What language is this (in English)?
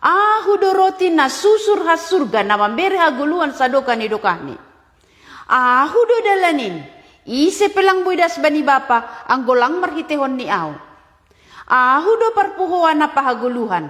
Batak Simalungun